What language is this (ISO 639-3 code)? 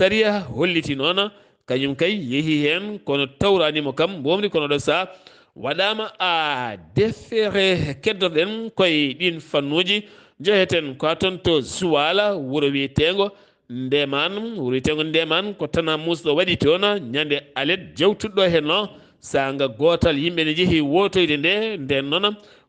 ful